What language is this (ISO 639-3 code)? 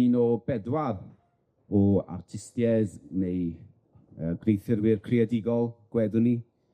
cym